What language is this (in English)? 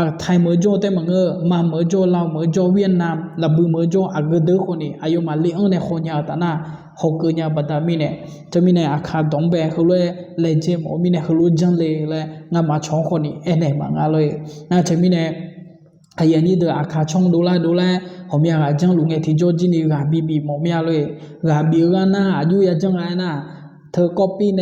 Akha